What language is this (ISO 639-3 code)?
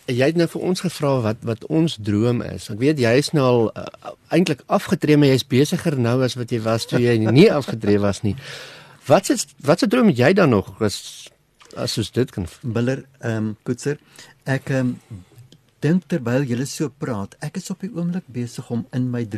afr